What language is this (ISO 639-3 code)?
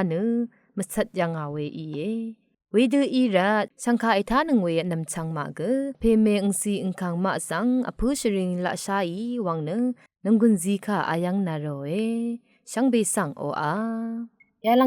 raw